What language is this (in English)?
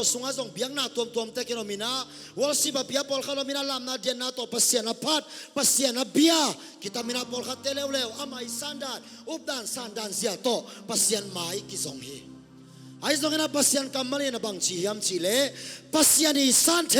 Tedim Chin